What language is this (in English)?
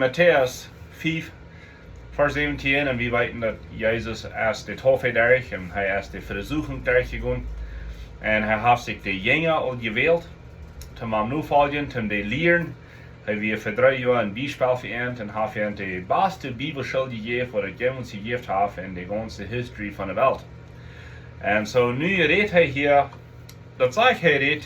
Plautdietsch